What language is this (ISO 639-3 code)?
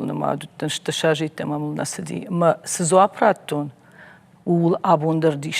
oss